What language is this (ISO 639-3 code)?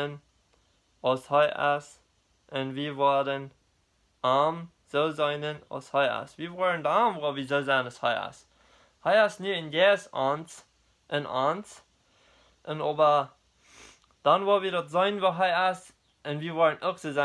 pdt